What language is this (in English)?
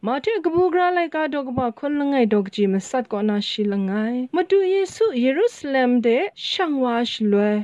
Kachin